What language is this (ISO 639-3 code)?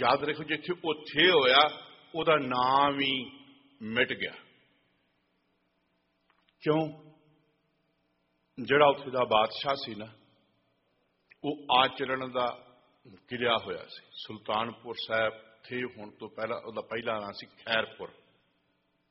pan